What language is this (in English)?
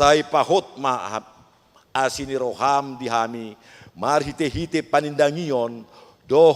Batak Toba